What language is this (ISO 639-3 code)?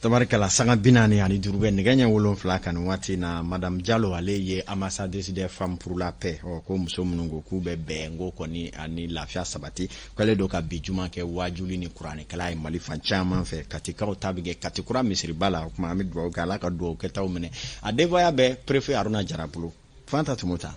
bam